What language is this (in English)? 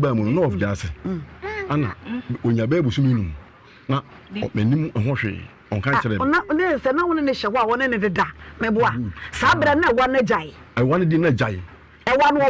Akan